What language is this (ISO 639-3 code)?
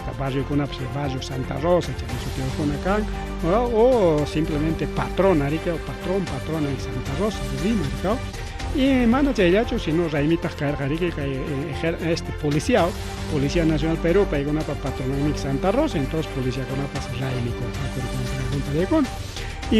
quy